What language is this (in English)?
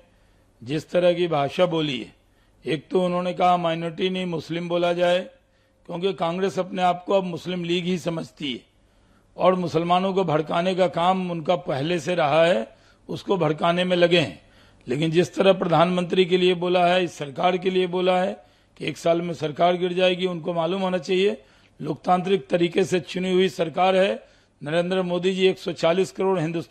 Hindi